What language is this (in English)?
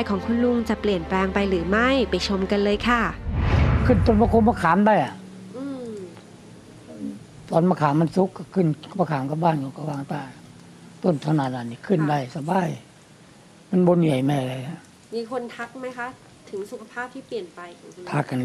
Thai